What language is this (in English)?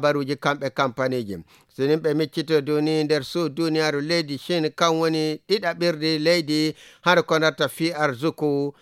Nigerian Fulfulde